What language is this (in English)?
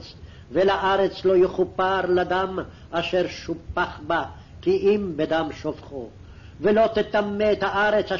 Hebrew